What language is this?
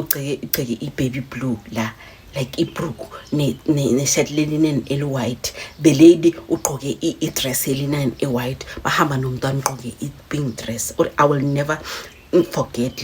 Zulu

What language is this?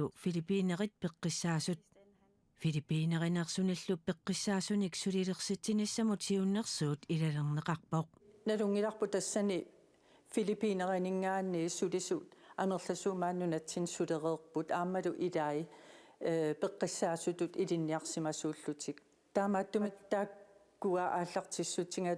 Kalaallisut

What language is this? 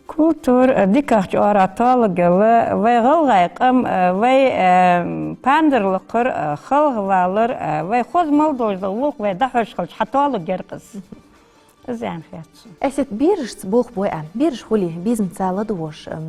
Ingush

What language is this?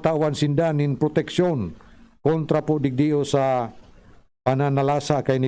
Bikol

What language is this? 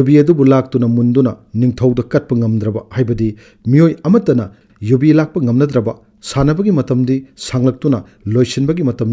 Manipuri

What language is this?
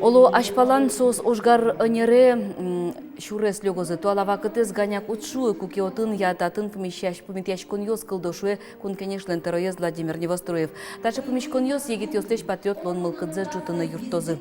Udmurt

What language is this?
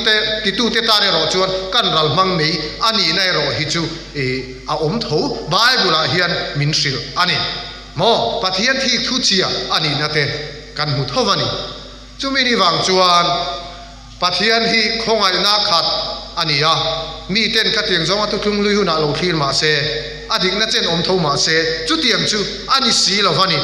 Mizo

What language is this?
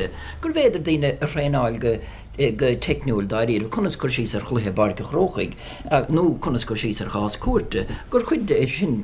Irish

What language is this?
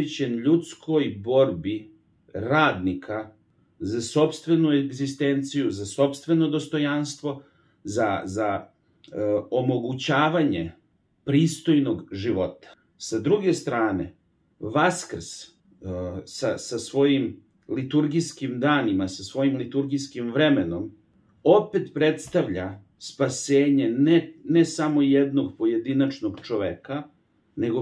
Serbian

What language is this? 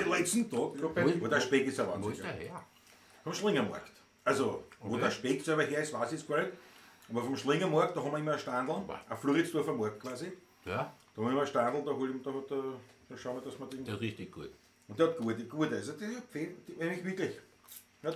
Bavarian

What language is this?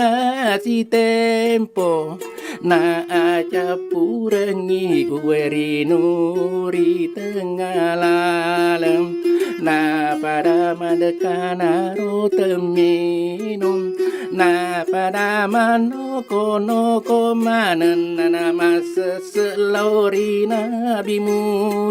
Buginese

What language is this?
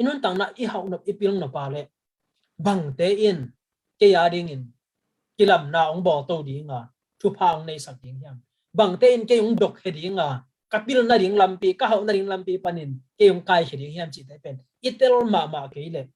Tedim Chin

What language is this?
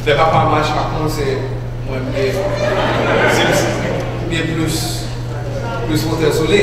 Haitian Creole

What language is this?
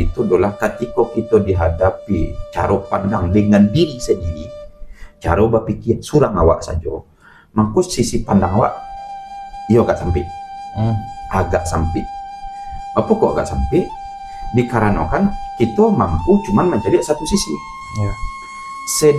Minangkabau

